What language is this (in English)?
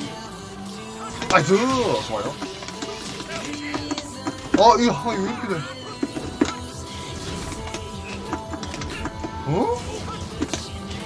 Korean